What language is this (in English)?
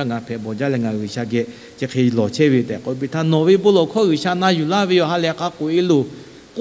Lahu